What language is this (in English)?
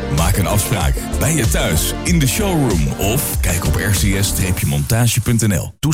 Dutch